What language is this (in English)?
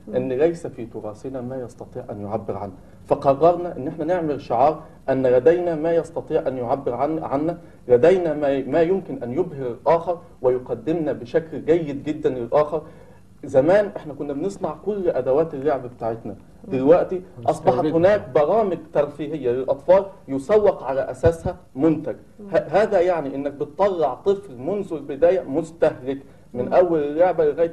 Egyptian Arabic